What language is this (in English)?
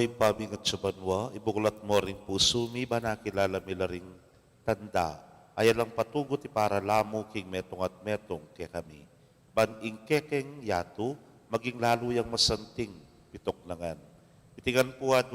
Pampanga